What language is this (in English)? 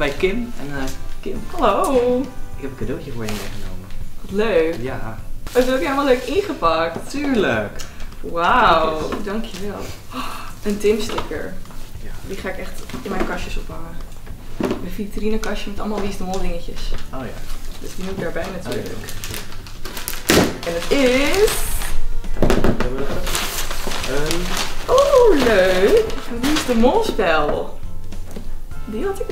Dutch